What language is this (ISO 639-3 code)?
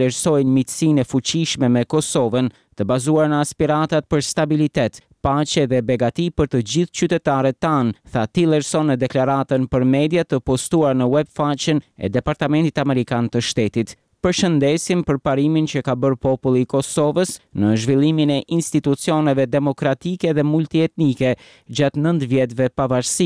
sqi